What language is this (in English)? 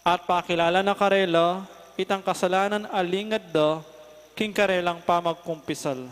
Pampanga